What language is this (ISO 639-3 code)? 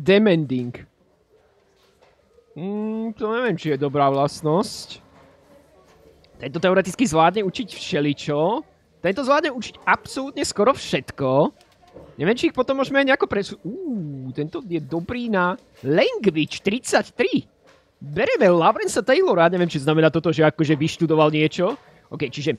slk